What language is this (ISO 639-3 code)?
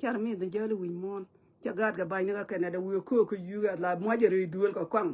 nus